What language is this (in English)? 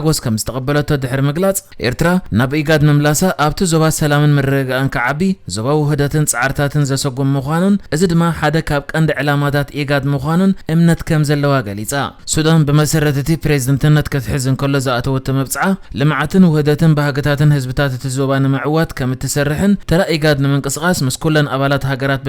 Tigrinya